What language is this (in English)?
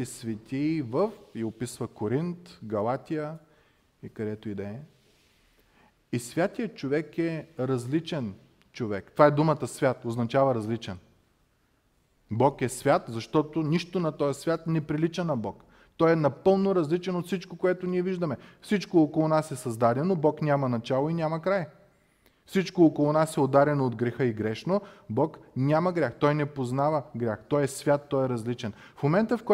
Bulgarian